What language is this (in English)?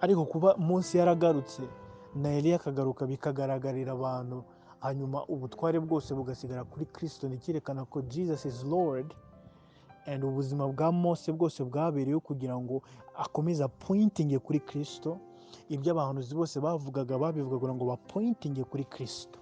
Kinyarwanda